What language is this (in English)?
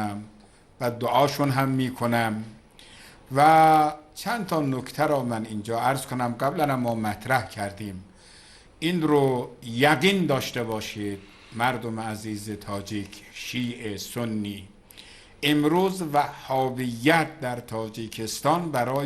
Persian